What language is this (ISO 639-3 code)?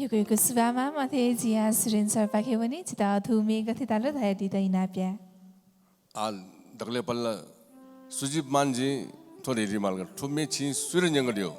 new